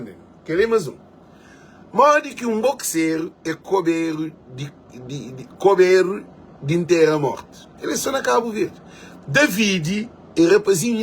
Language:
Kabuverdianu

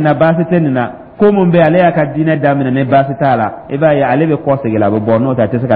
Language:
Dyula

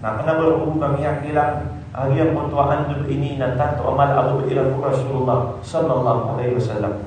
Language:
Maranao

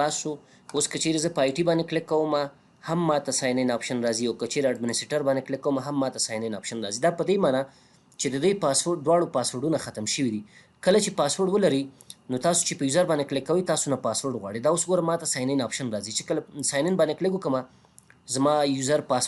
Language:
Pashto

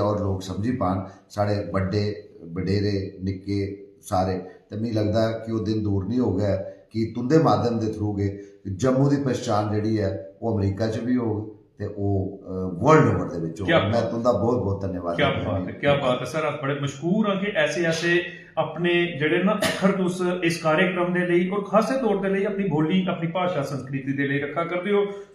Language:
Dogri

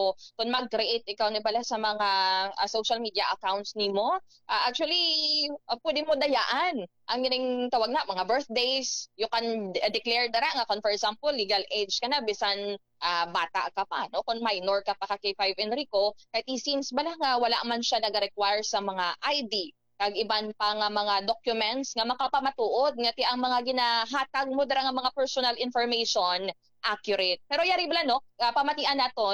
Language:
Hiligaynon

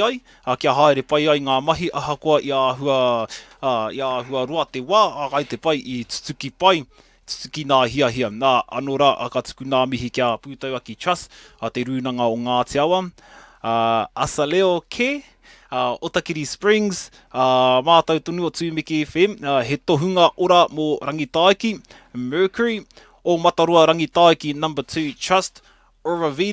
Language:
Māori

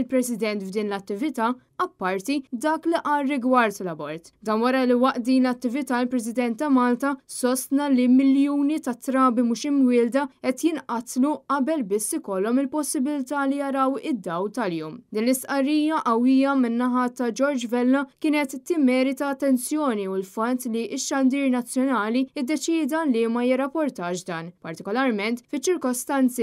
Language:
Maltese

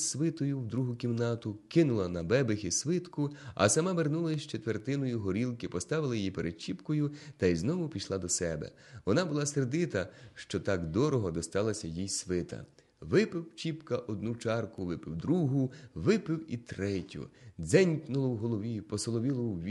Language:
Ukrainian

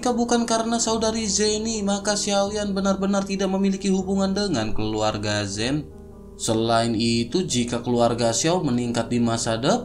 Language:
Indonesian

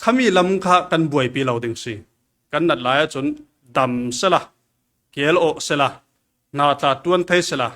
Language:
Falam Chin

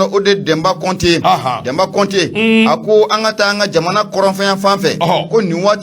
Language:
Bambara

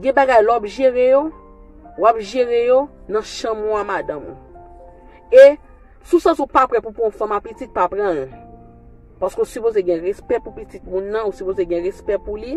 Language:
Haitian Creole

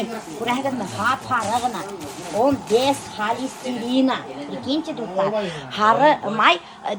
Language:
Bashkir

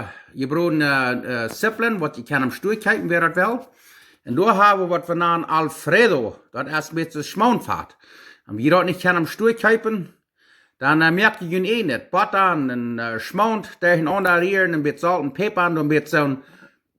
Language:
Plautdietsch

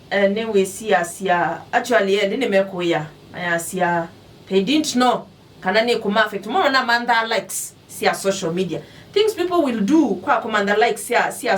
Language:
Kamba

